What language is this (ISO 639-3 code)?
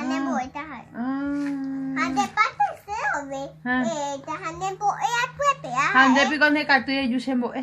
grn